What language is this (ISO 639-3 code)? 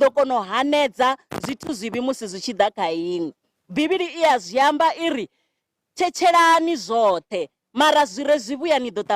ven